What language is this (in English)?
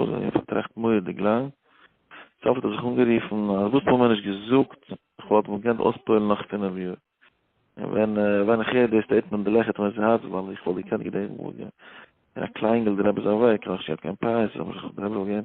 Yiddish